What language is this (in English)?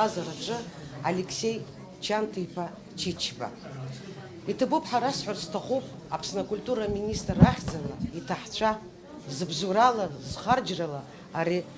Abkhazian